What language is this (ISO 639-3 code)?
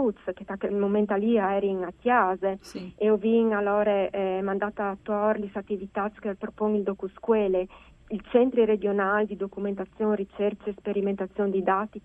fur